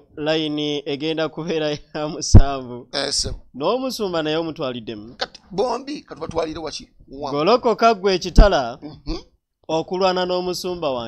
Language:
Ganda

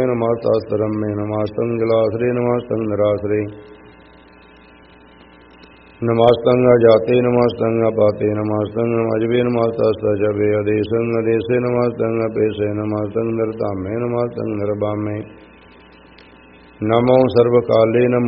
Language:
Punjabi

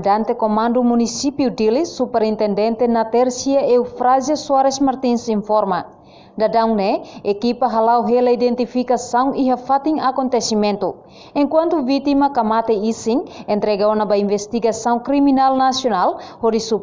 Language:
Tetum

